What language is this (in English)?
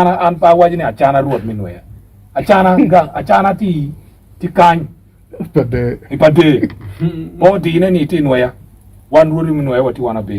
Acoli